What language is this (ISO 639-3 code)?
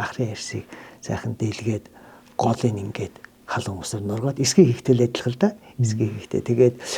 mon